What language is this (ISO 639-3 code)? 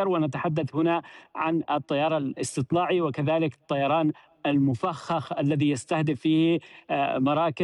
ara